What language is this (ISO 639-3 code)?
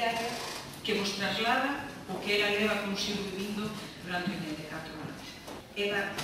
glg